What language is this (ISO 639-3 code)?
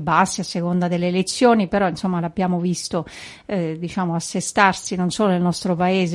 ita